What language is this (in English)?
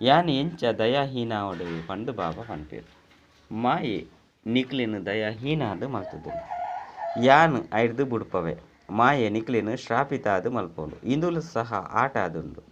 Tulu